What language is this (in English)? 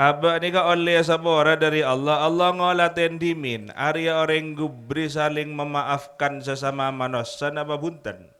Madurese